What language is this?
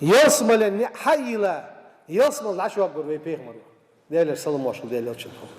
Ingush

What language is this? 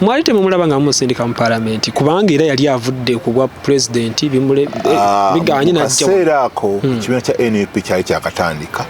Ganda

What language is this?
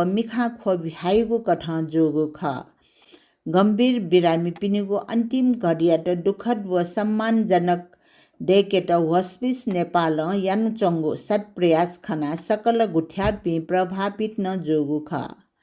Newari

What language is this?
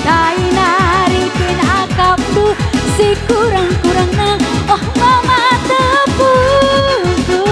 Batak Karo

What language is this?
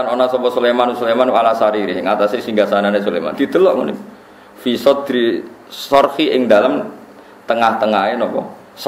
Javanese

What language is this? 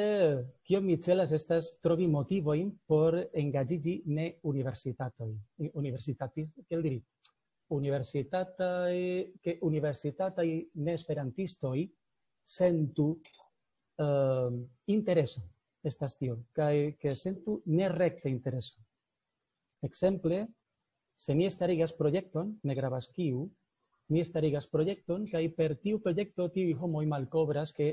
Esperanto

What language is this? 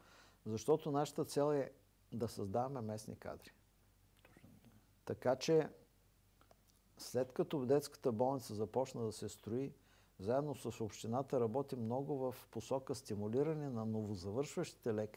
Bulgarian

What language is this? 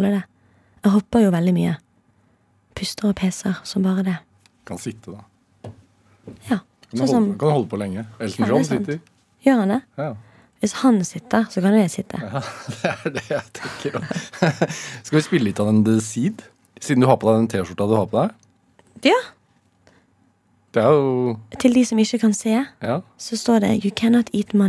Norwegian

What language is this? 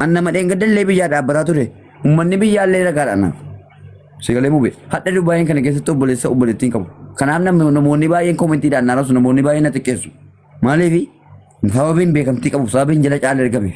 Oromo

